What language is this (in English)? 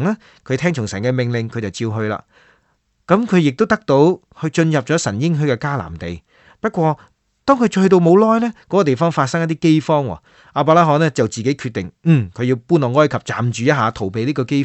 Cantonese